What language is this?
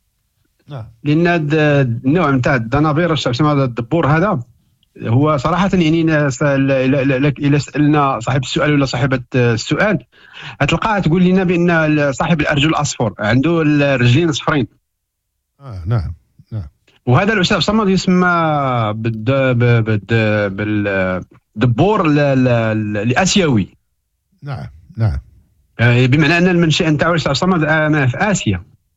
Moroccan Arabic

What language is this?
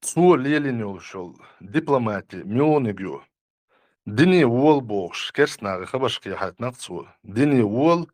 Chechen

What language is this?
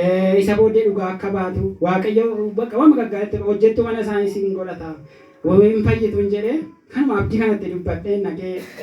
Oromo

